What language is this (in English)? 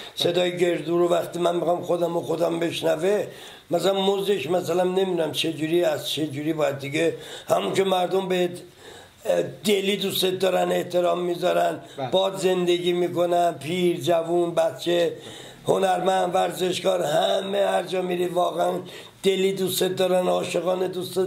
Persian